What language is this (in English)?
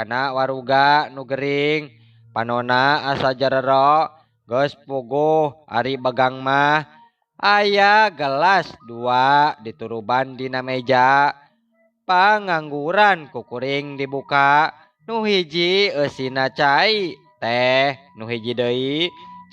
Sundanese